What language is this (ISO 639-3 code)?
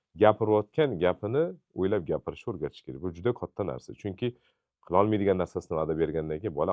uzb